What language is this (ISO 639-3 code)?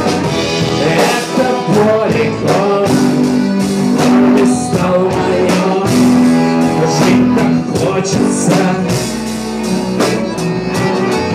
rus